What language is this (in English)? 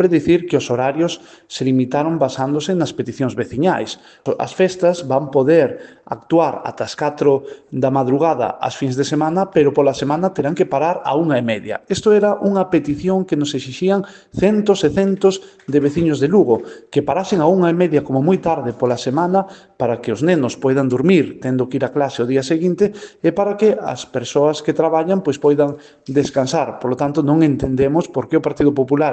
Galician